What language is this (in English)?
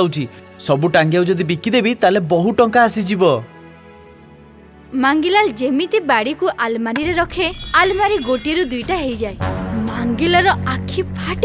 Odia